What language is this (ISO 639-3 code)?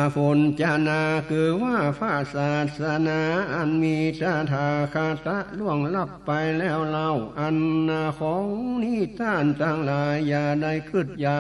nod